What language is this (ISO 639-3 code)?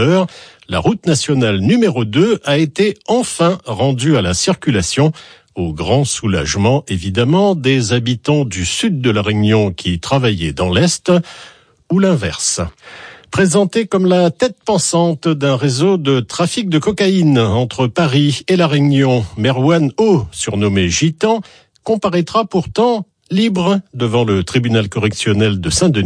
fra